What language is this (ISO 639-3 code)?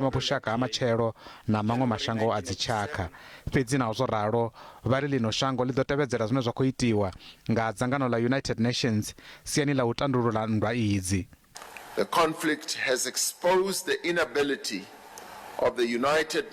ven